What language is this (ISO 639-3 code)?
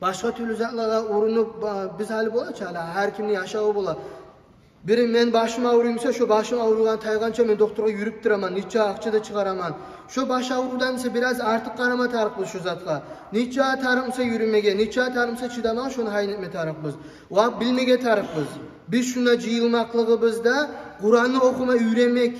kum